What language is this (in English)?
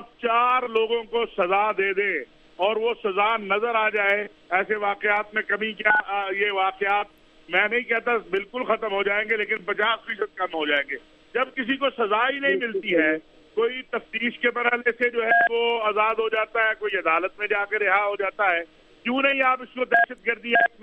Urdu